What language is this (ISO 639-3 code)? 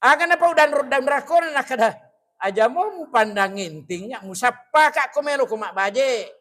bug